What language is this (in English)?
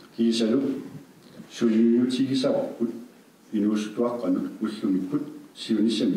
Kalaallisut